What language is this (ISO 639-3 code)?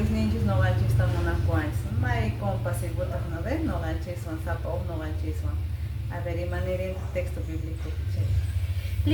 que